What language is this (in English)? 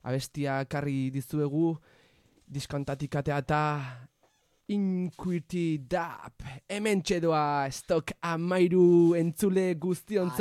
Basque